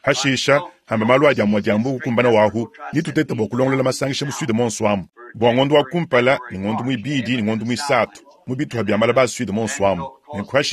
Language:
Luba-Lulua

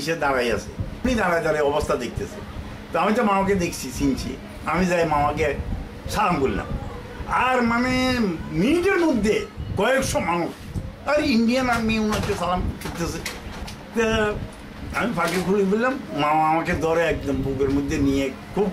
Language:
Bangla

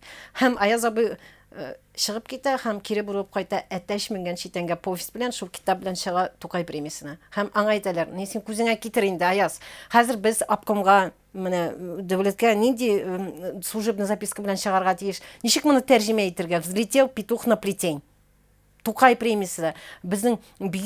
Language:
Tatar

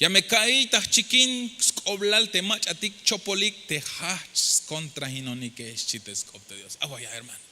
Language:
Tzeltal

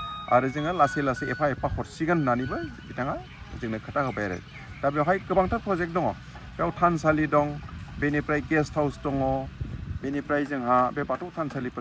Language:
Bodo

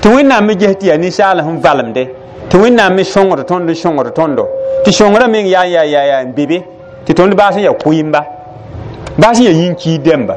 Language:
Mossi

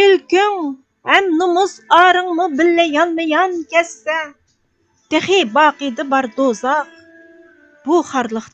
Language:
Uyghur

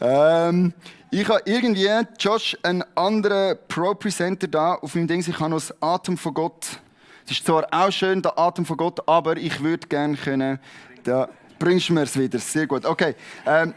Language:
Swiss German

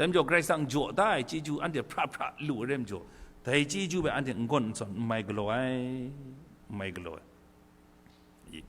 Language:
Kachin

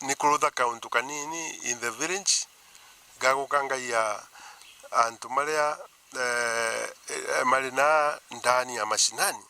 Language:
Meru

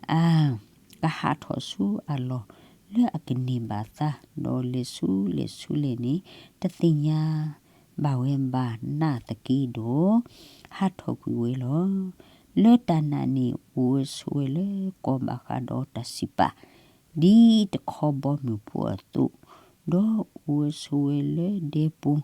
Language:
S'gaw Karen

